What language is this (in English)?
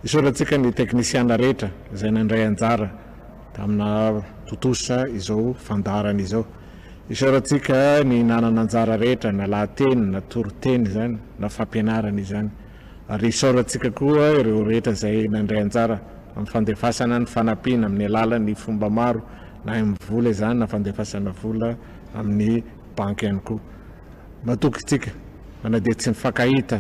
Malagasy